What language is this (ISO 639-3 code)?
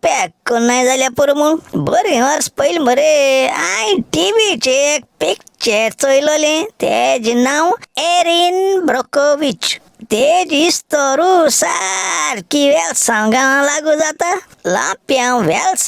kok